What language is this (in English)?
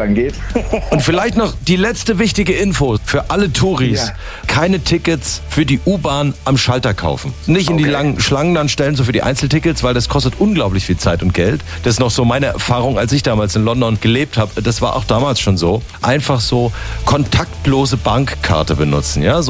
German